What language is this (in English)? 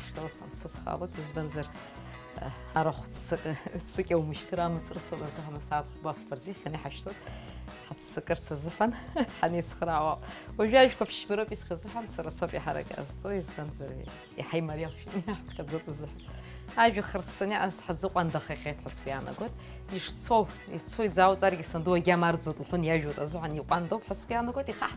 Abkhazian